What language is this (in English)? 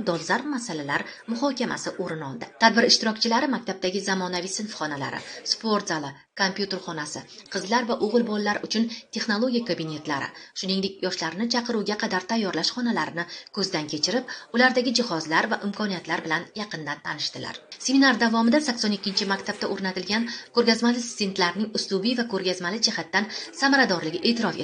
Uzbek